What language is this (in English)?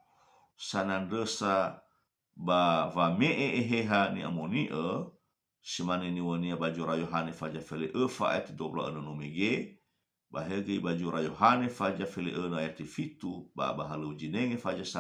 Nias